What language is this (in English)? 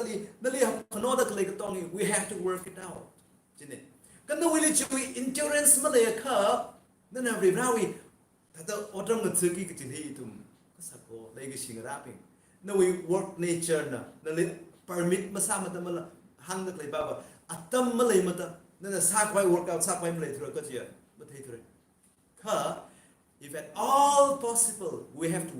Tangkhul Naga (India)